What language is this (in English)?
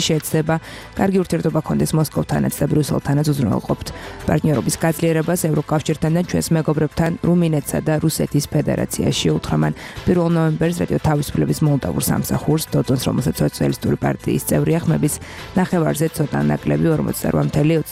Georgian